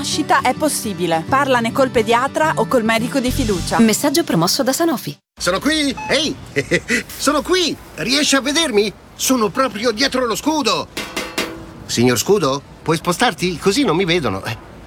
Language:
Italian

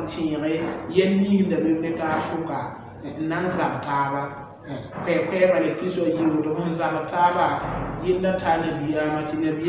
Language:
Mossi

